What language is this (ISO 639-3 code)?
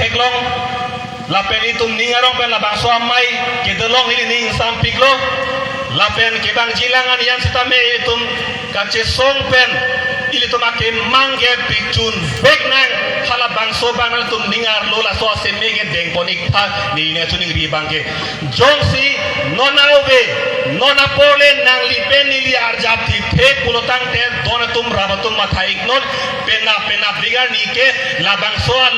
mjw